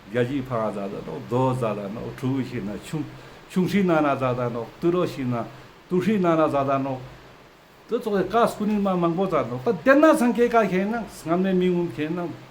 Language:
Ladakhi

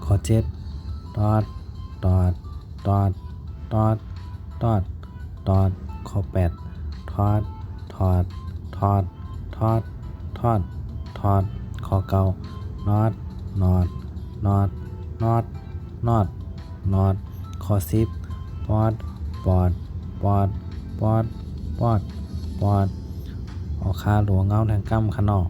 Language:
Shan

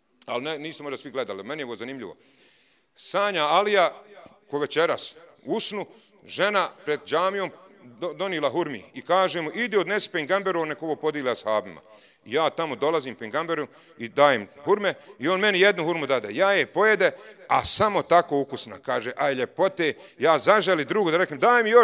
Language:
Bosnian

